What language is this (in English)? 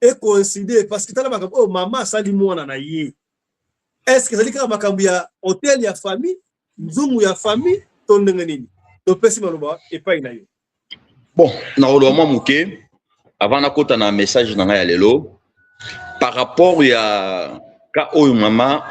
Lingala